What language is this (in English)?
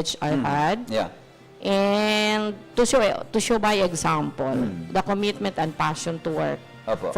Bikol